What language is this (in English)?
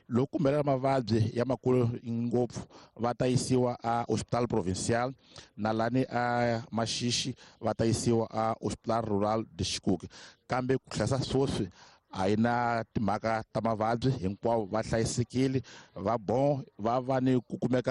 Tsonga